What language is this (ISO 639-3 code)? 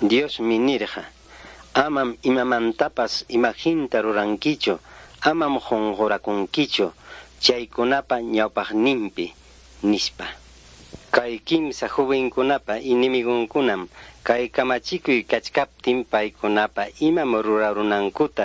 quy